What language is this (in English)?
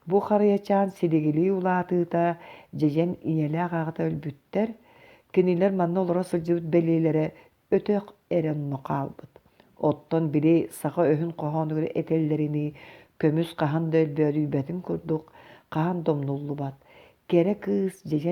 Yakut